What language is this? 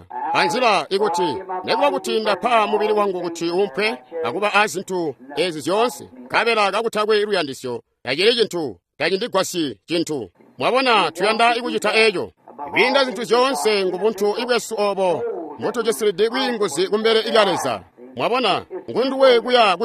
Tonga (Zambia)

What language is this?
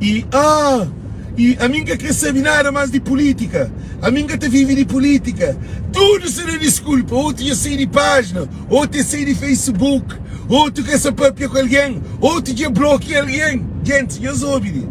Kabuverdianu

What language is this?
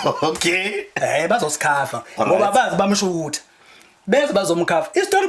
Zulu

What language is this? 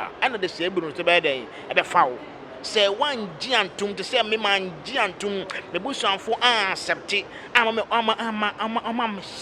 Akan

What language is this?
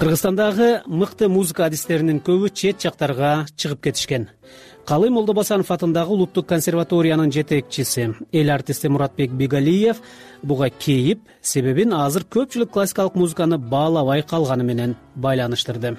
Kyrgyz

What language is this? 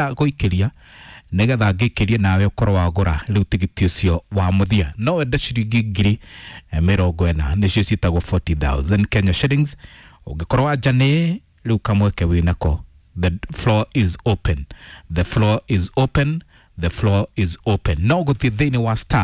Kikuyu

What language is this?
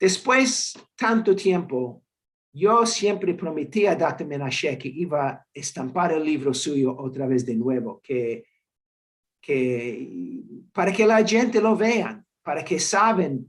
Ladino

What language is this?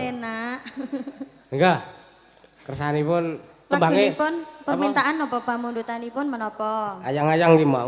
Javanese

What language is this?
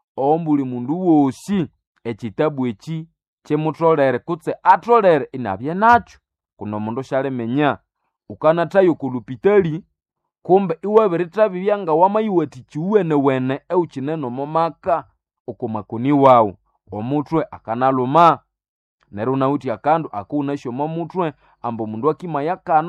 Nande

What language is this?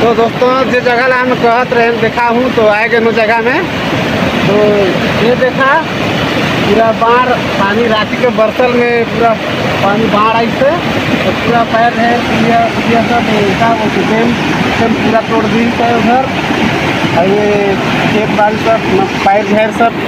Chhattisgarhi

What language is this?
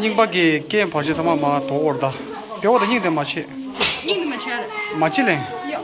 Tibetan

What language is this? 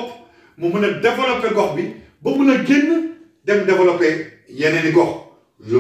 Wolof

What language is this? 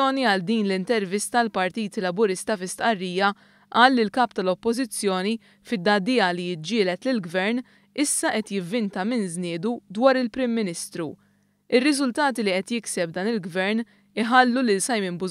Maltese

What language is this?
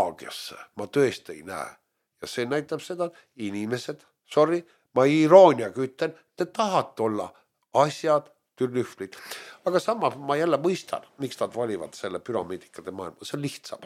Estonian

